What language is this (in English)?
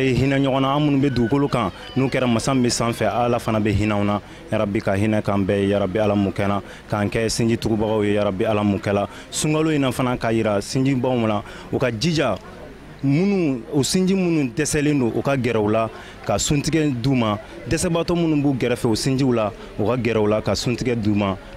Bambara